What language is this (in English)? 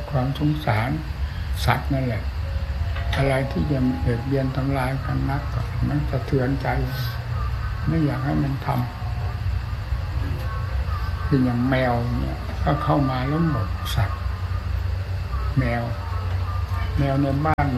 Thai